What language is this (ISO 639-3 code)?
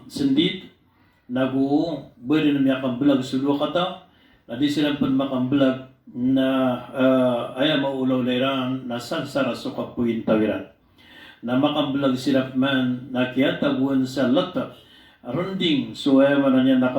mrw